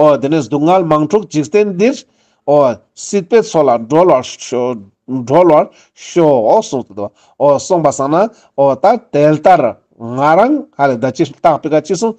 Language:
Ladakhi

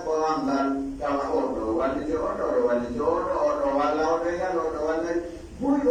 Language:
Pular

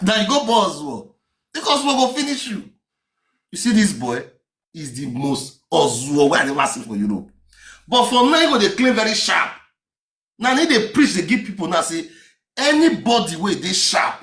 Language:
Nigerian Pidgin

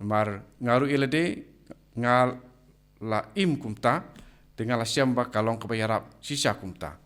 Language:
Khasi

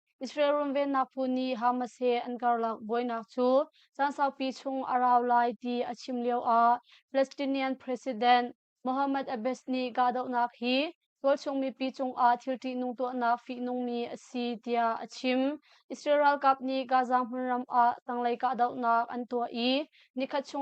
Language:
Hakha Chin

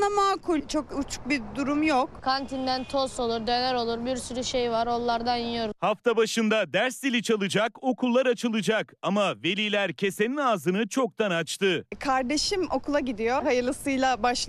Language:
Turkish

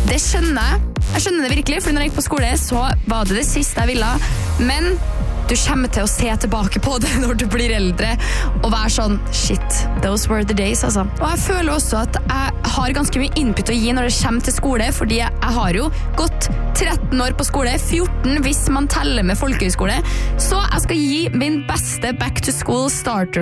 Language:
Norwegian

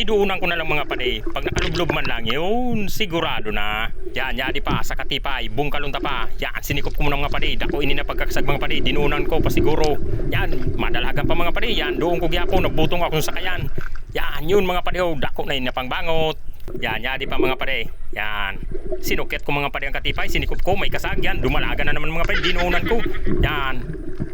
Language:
Bikol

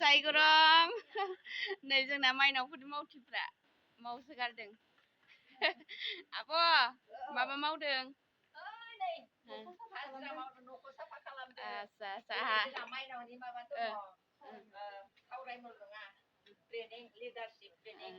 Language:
Bodo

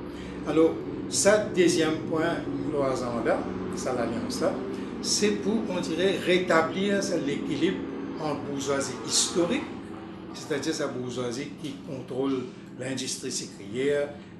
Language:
Morisyen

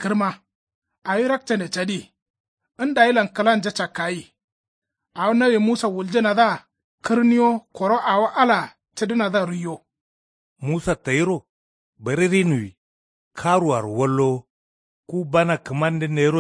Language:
Kanuri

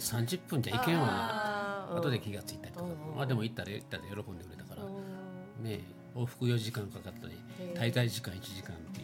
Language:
Japanese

